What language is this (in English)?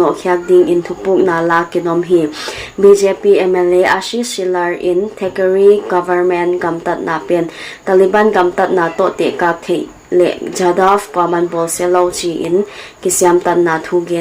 Paite Chin